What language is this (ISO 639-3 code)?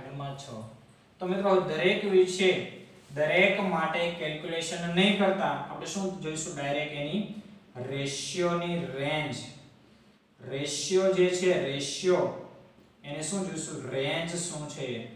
guj